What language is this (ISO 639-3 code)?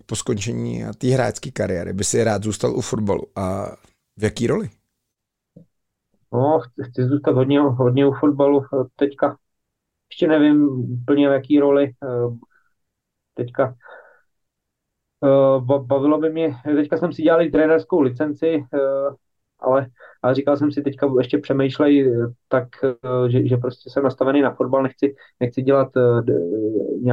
ces